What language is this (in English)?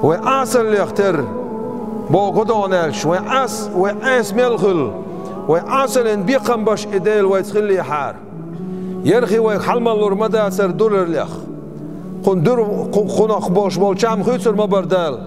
Chechen